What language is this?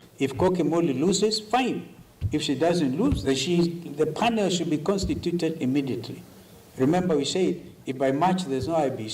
Kamba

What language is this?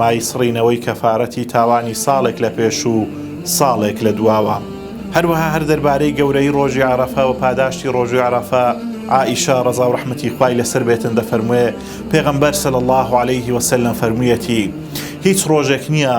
Central Kurdish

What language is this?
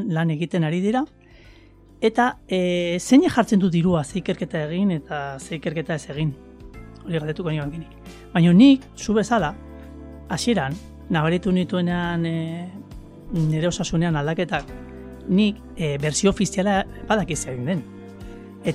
Basque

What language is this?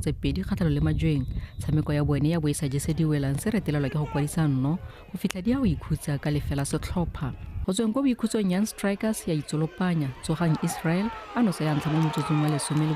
Tswana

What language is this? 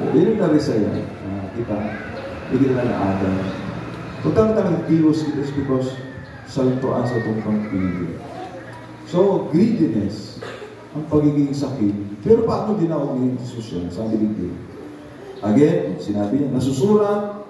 Bikol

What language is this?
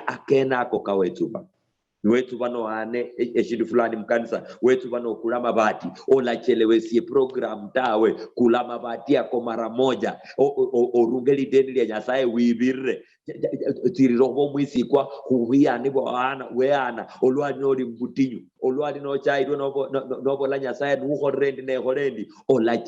Luyia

